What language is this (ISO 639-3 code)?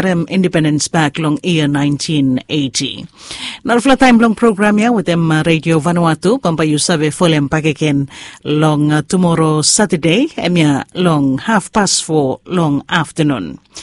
bis